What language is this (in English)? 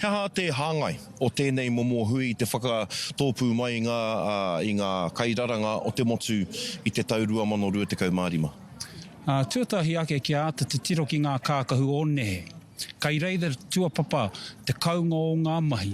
Māori